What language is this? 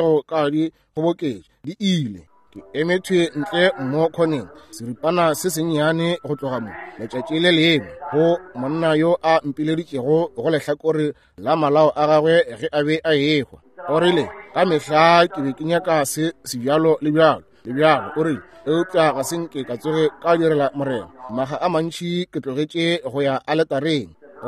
Northern Sotho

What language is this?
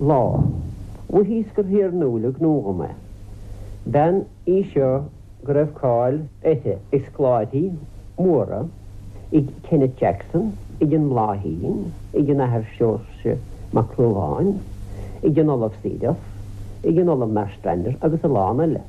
Irish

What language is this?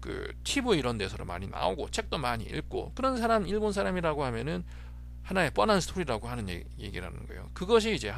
Korean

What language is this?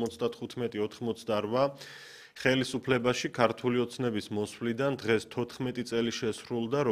Georgian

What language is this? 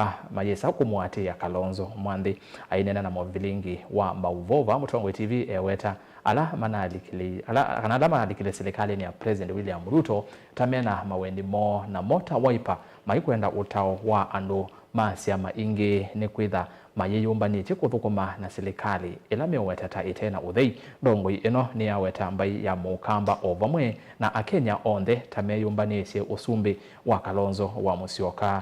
Kamba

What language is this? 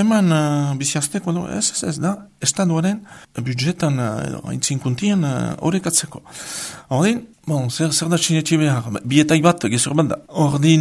Basque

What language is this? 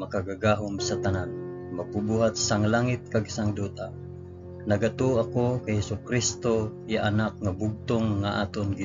Hiligaynon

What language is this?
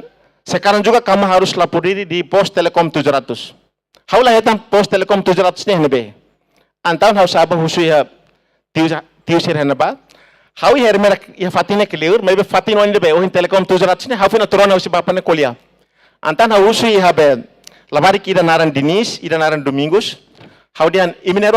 Tetum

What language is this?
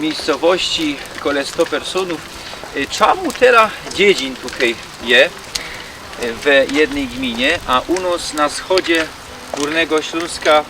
Silesian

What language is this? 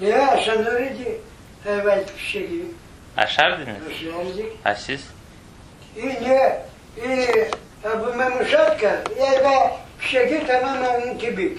Crimean Tatar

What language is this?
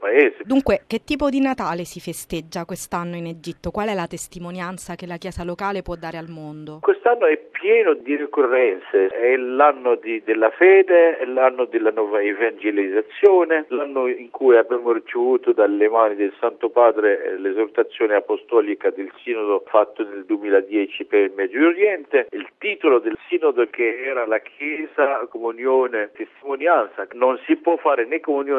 Italian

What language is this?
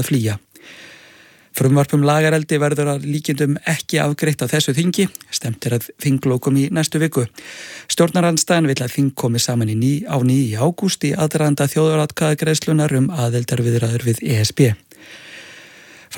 Icelandic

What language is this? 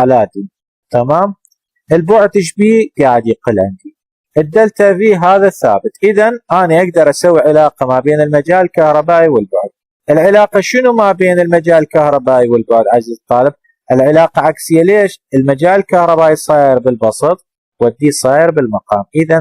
Mesopotamian Arabic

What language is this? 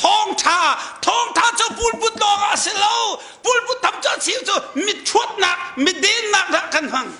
Hakha Chin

